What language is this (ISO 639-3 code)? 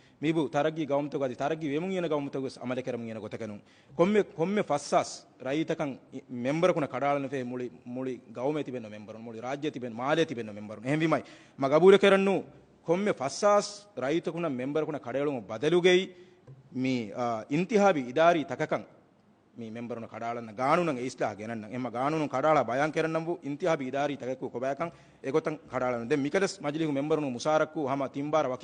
div